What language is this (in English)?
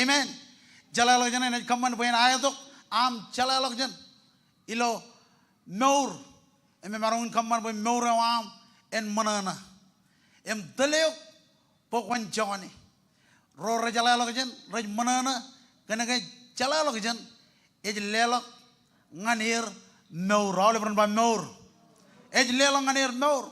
Marshallese